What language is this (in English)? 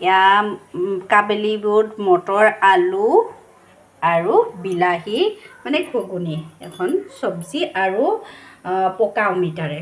Assamese